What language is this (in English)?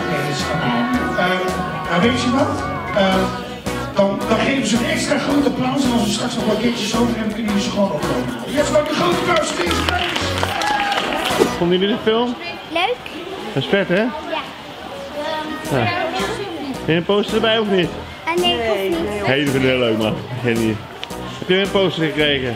Dutch